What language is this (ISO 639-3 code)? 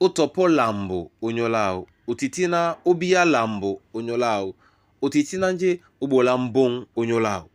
dua